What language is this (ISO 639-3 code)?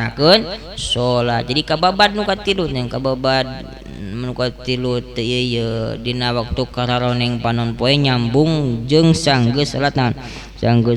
sun